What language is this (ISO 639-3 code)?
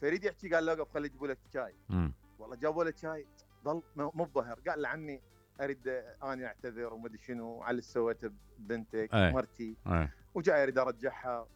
acm